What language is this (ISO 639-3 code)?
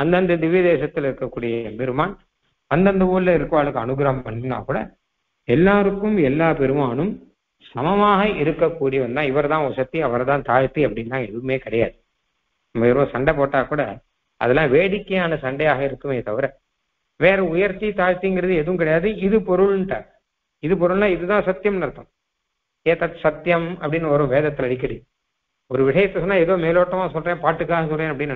tam